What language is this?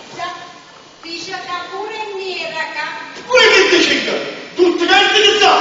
Neapolitan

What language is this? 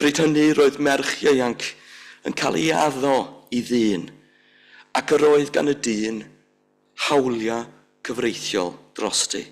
Welsh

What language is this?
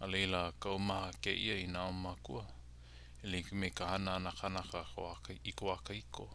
Hawaiian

